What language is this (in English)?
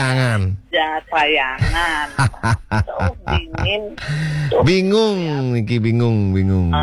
Balinese